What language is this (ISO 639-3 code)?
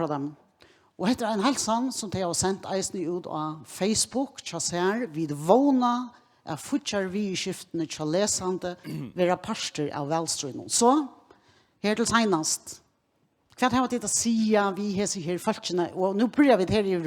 fao